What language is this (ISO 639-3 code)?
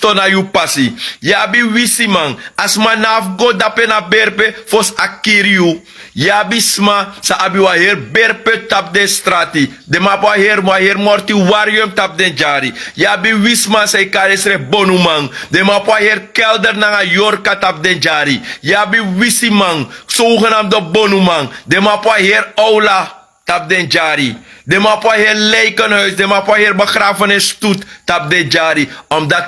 srn